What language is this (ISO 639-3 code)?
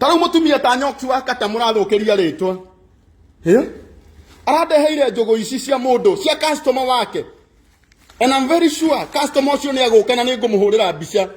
kik